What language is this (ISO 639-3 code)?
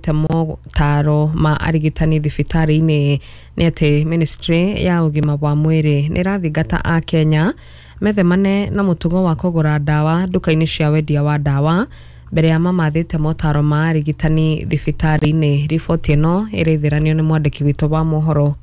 kik